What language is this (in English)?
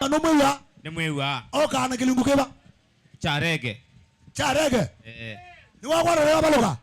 Kamba